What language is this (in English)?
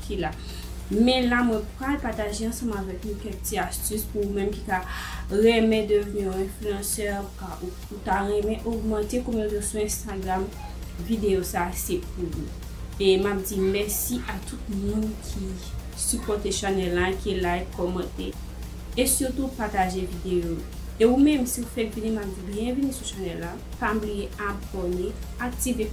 Haitian Creole